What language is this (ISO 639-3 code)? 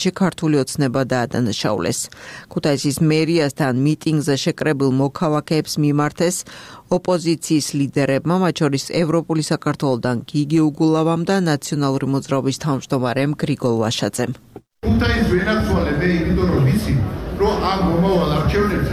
kat